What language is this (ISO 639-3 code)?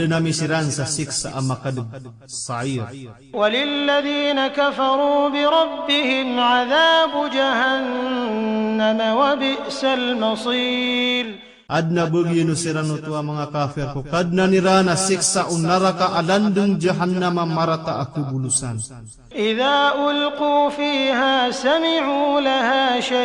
mrw